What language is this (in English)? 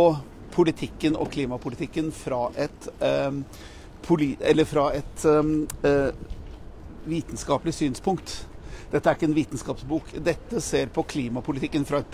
Norwegian